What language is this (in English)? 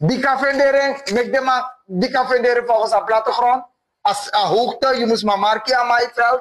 Sranan Tongo